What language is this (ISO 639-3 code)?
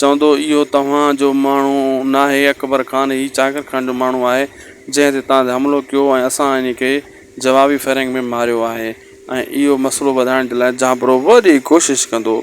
snd